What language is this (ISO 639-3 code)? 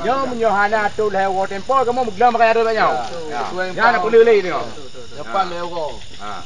ace